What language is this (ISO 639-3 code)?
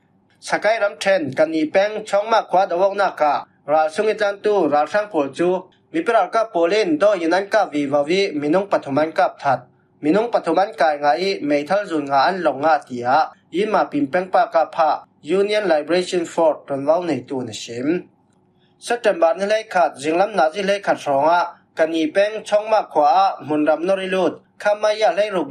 cfm